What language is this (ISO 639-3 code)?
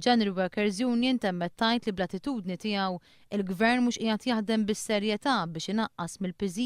mlt